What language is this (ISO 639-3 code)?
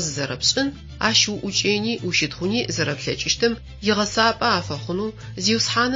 ady